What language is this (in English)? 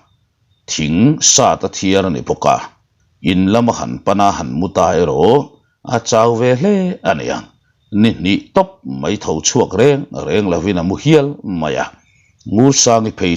Mizo